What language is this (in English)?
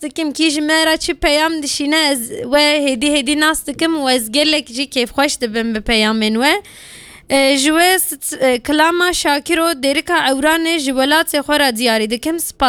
Kurdish